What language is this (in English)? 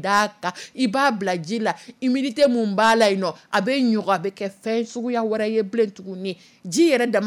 Dyula